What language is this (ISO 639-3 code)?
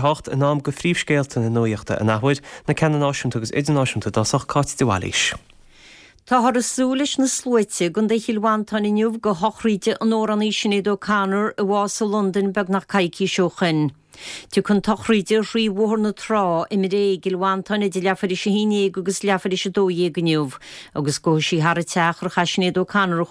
gle